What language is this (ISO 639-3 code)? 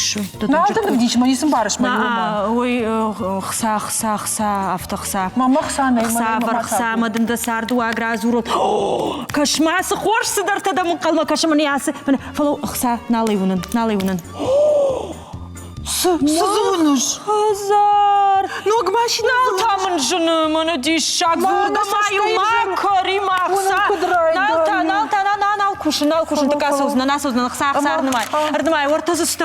oss